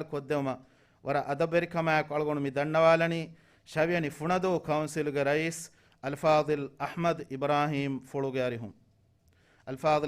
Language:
Divehi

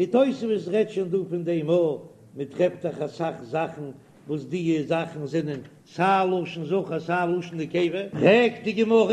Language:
Yiddish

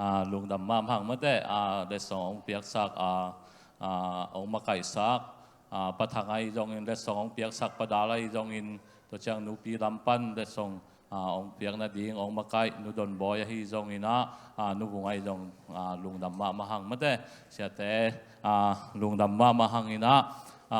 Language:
Tedim Chin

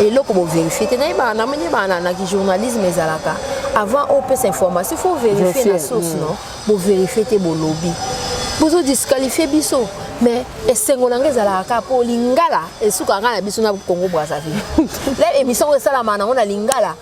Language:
Lingala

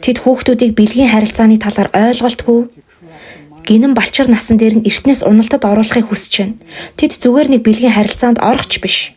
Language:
Mongolian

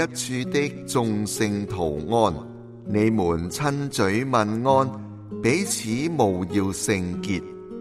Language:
Cantonese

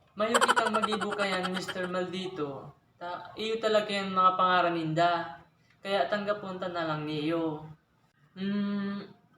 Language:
Bikol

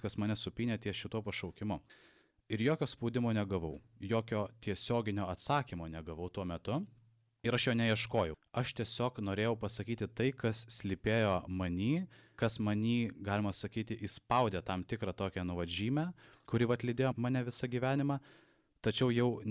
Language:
Lithuanian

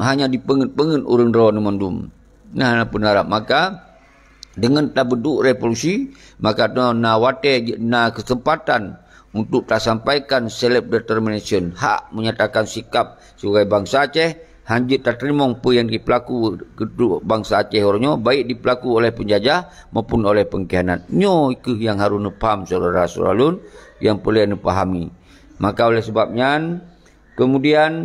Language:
Achinese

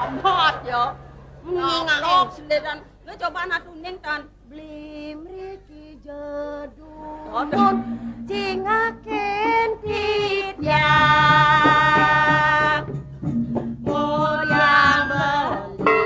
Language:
Balinese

